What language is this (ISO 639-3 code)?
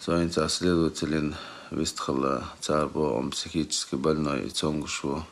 che